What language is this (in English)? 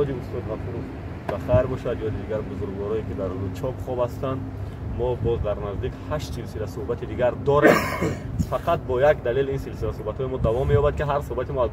Tajik